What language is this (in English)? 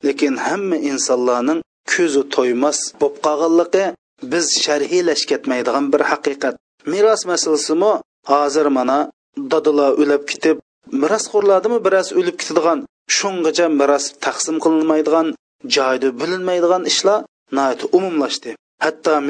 Uyghur